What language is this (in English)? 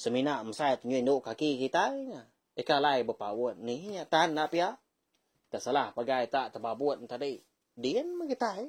Iban